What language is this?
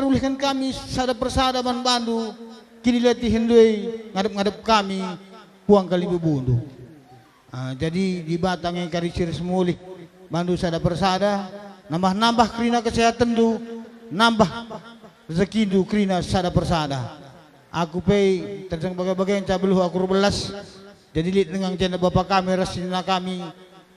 Batak Karo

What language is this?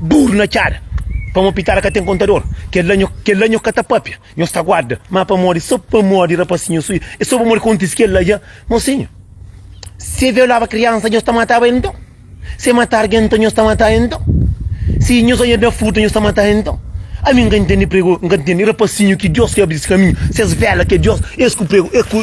Kabuverdianu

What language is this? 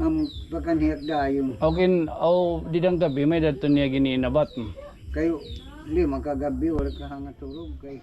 Waray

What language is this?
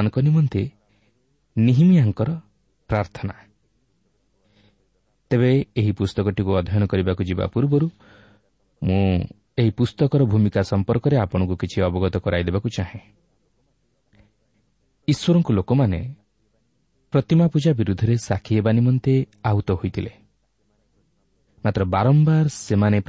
Odia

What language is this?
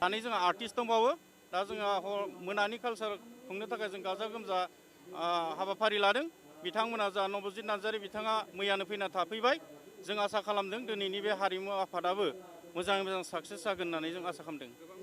Bodo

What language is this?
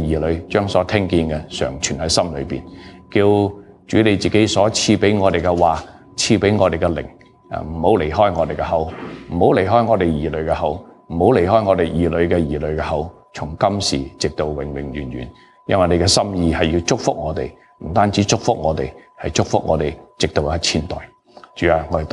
Cantonese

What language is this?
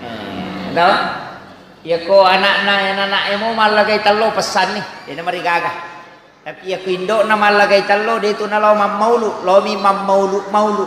Buginese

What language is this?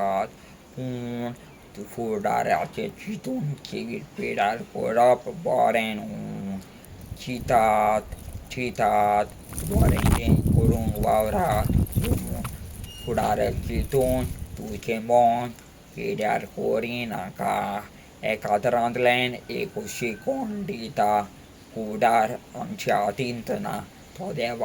Konkani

